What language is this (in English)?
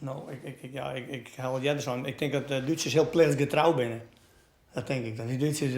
Western Frisian